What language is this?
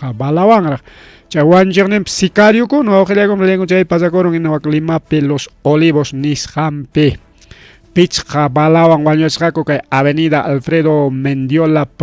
Ayacucho Quechua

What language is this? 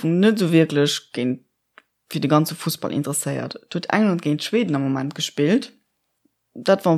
Luxembourgish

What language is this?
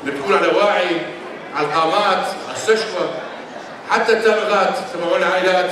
North Levantine Arabic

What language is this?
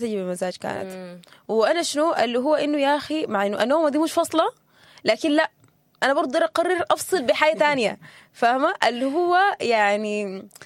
Sudanese Arabic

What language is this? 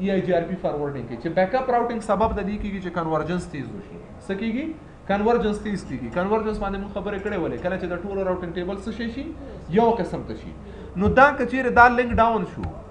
Pashto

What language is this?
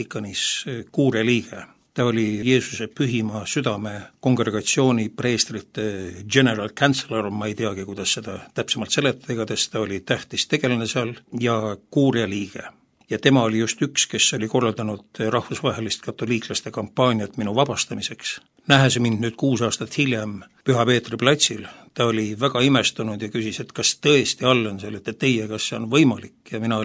Estonian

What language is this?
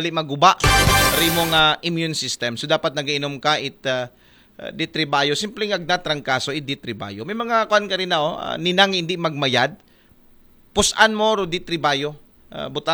Aklanon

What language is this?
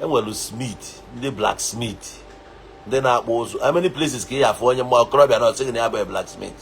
Igbo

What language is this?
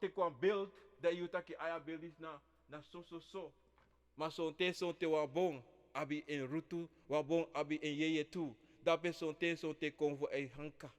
Sranan Tongo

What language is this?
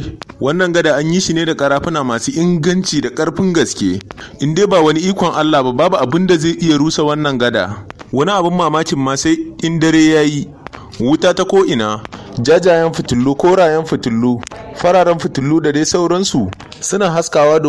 Hausa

